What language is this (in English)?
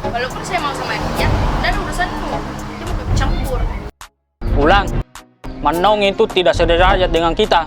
Makassar Malay